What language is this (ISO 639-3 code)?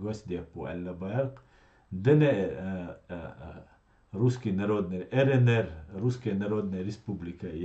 che